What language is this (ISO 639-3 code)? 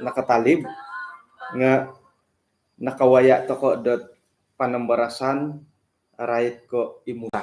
dtp